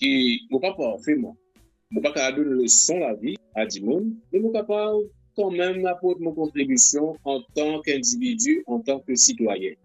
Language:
Morisyen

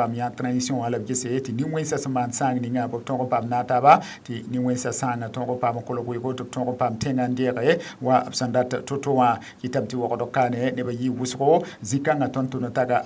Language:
Mossi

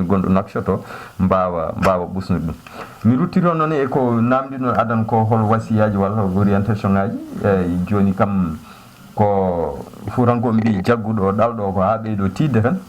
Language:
Fula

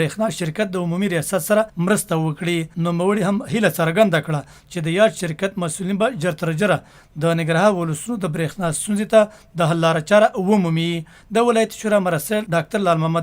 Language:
Pashto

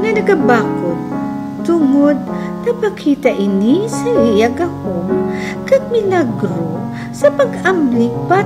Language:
Hiligaynon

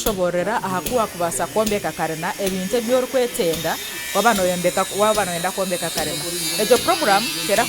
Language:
Nyankole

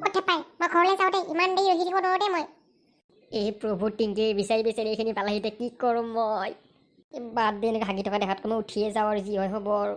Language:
Assamese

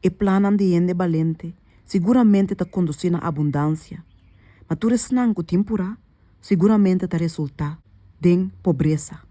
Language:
Papiamento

